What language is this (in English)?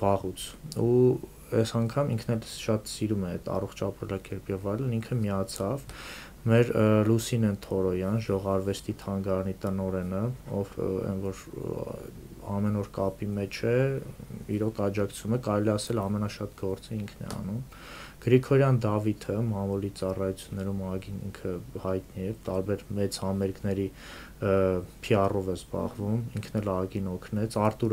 Armenian